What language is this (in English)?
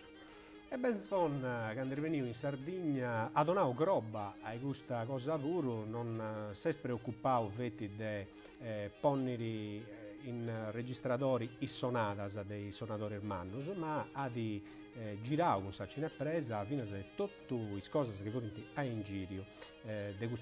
Sardinian